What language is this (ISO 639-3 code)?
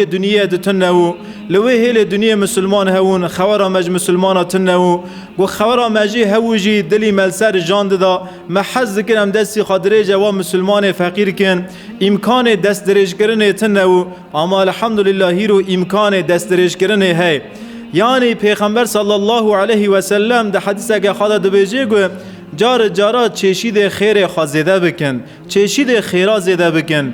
kur